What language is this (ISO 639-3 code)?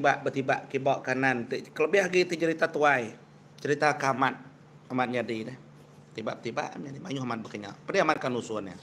iba